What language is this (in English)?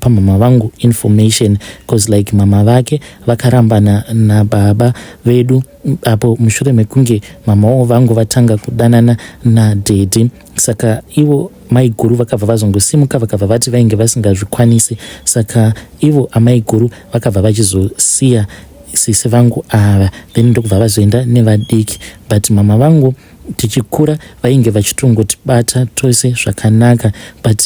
Shona